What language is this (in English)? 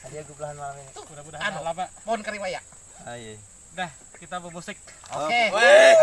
Banjar